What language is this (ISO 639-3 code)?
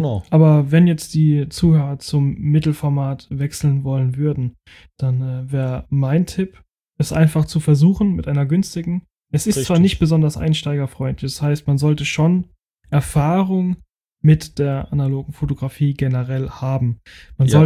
deu